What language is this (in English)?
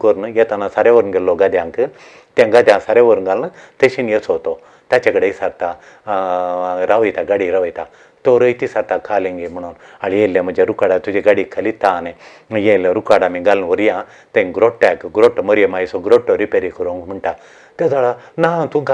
Konkani